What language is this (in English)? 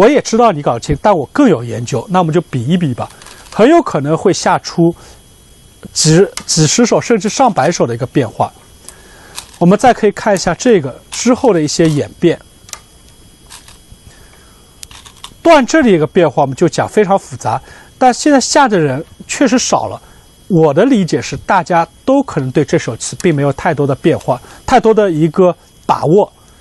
Chinese